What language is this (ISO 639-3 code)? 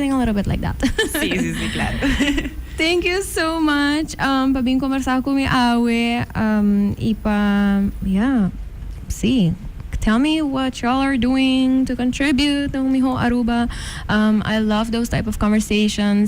pap